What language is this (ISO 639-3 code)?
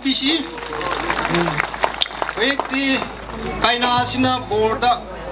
mni